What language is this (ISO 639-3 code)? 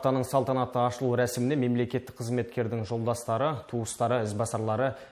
kaz